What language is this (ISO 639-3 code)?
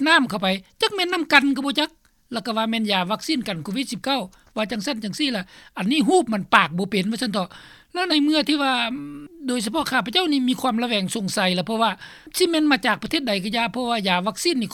lao